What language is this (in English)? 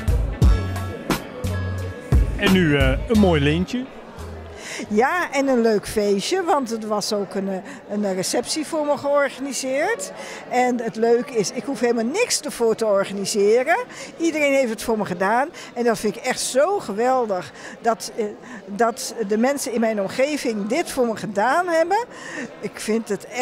Dutch